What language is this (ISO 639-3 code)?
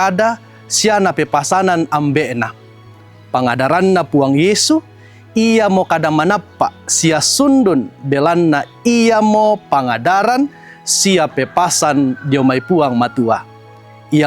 sda